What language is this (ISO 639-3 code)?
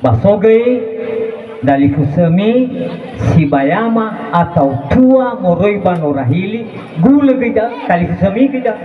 nia